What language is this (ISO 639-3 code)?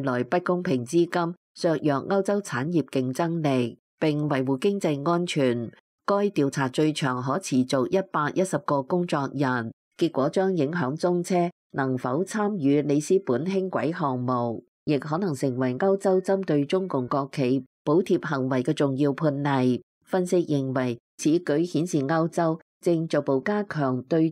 yue